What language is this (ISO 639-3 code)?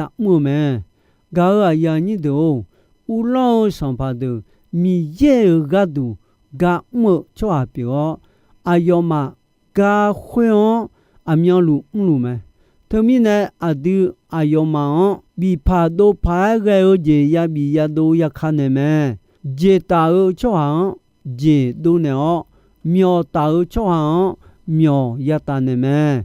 ahk